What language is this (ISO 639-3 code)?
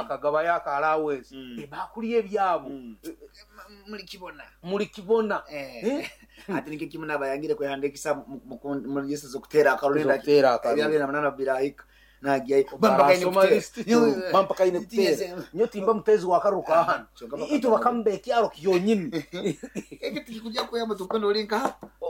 nyo